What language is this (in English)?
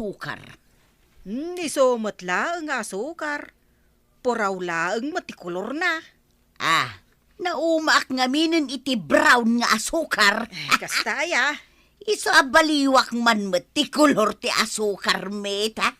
Iloko